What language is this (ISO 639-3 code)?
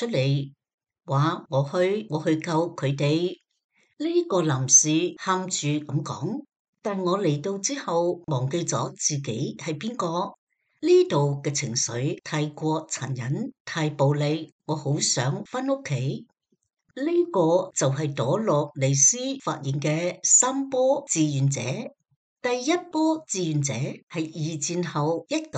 yue